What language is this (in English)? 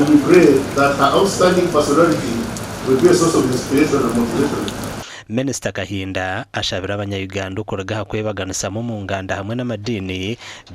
Nyankole